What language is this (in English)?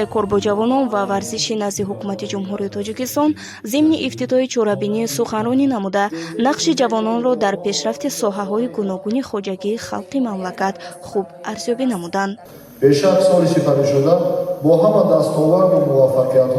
Tajik